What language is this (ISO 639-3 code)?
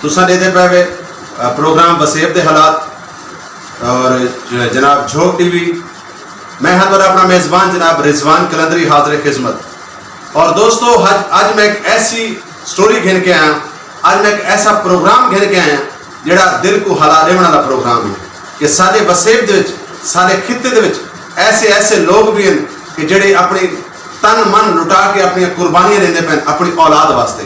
skr